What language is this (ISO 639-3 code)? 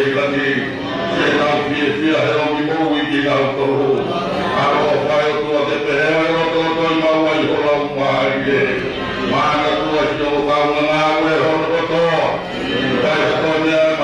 ton